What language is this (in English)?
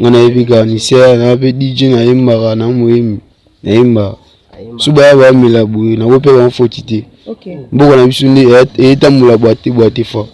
Lingala